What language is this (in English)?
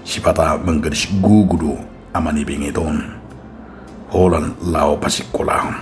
Batak Toba